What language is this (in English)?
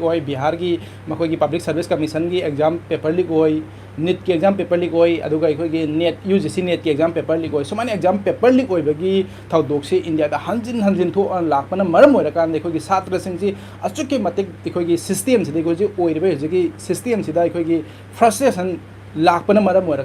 Manipuri